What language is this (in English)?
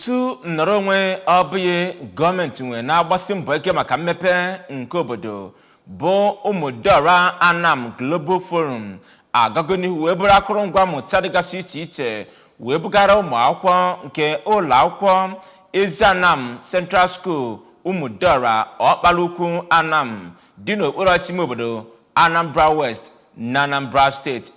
Igbo